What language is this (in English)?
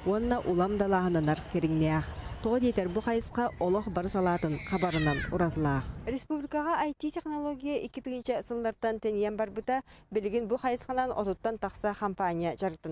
Yakut